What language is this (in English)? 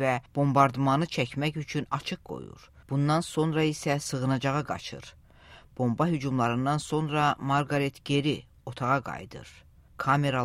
Azerbaijani